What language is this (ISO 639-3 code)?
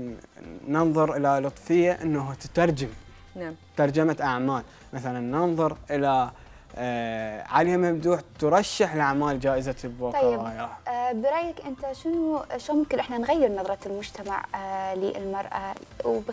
acm